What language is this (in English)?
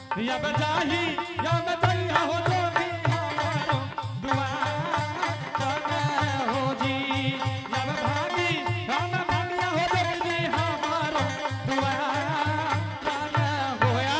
Angika